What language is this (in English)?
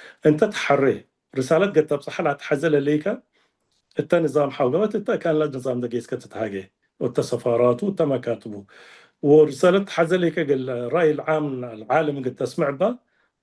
Tigre